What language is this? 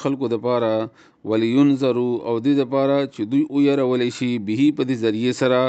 Pashto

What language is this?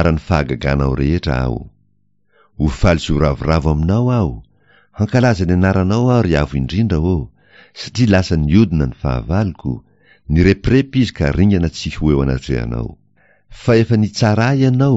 Malagasy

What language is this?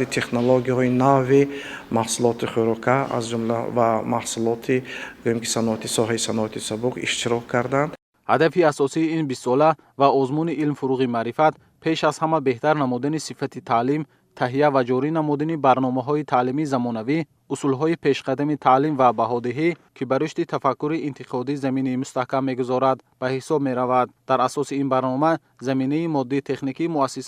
Tajik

